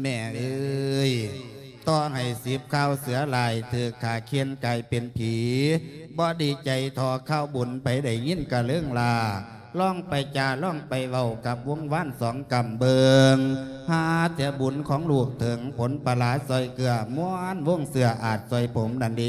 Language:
Lao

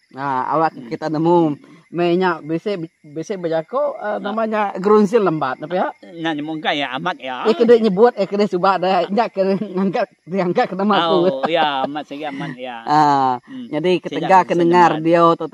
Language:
Iban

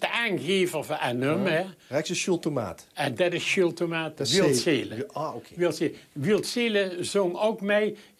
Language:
Limburgish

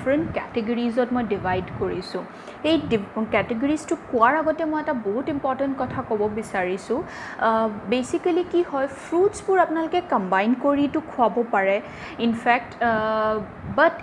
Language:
Assamese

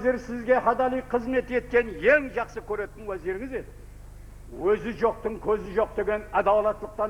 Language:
Kara-Kalpak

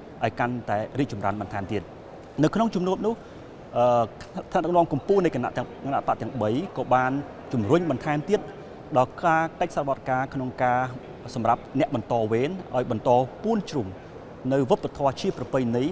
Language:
Khmer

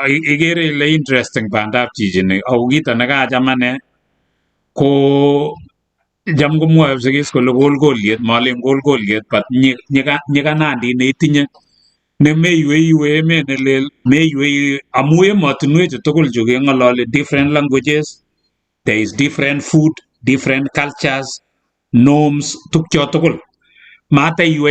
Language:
Kalenjin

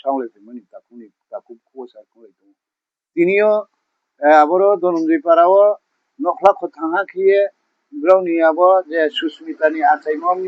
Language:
Riang (India)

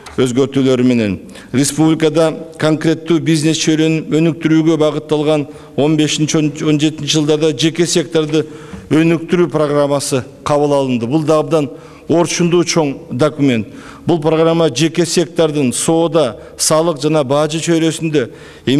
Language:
Kyrgyz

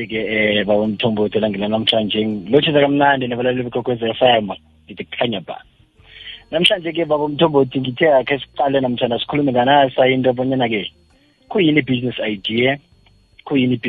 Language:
South Ndebele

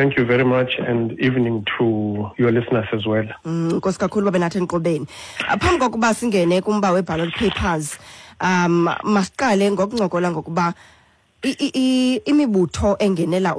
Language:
Xhosa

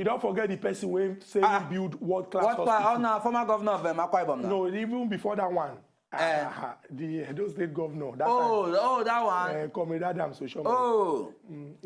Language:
Nigerian Pidgin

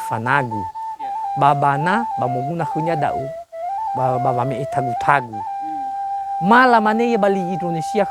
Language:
Nias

